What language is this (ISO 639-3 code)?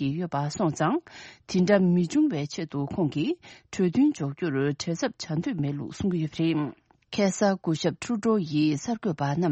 bod